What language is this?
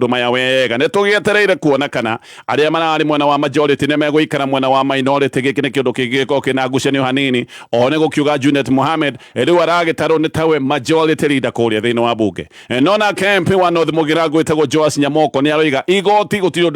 Kikuyu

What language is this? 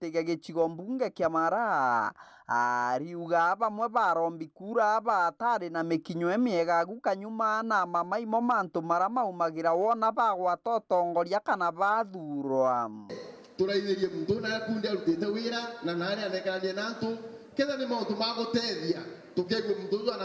Meru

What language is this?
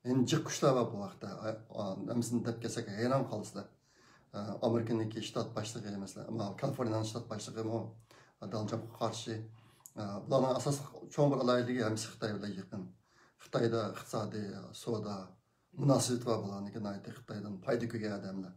Uyghur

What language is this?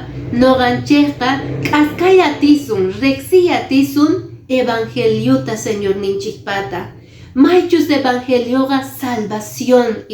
Quechua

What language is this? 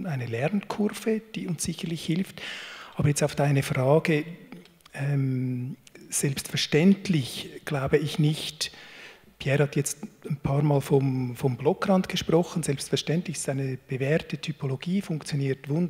German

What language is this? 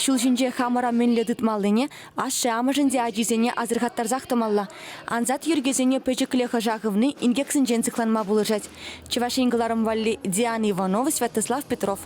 Chuvash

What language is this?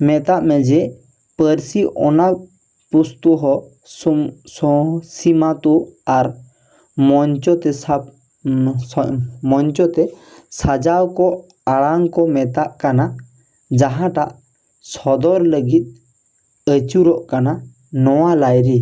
Santali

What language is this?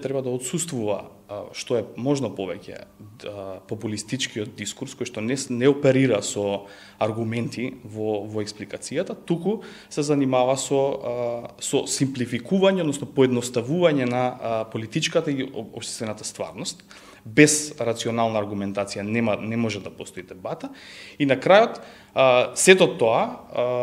Macedonian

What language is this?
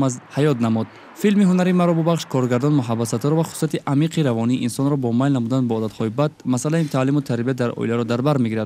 Tajik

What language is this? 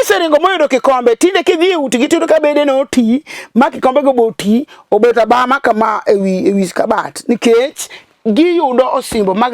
Luo (Kenya and Tanzania)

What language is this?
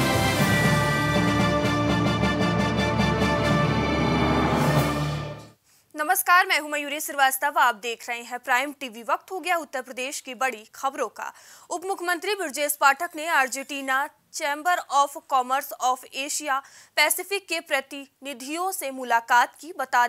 Hindi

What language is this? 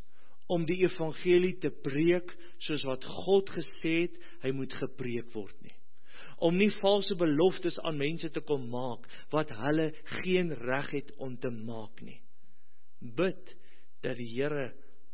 Afrikaans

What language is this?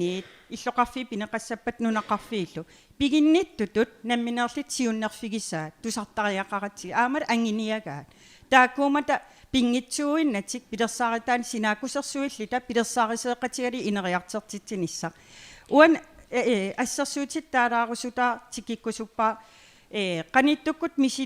Kalaallisut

